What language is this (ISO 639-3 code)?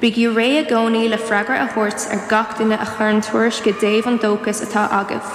gle